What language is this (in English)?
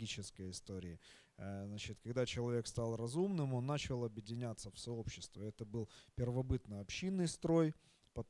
Russian